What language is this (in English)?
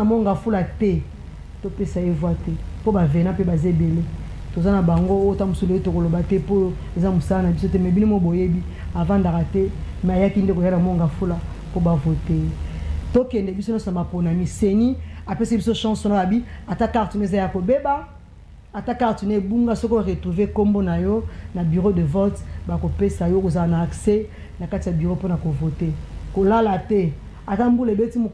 Lingala